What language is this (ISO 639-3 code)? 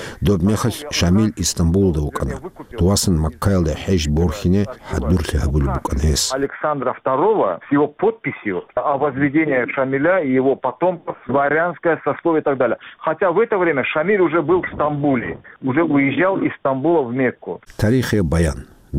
ava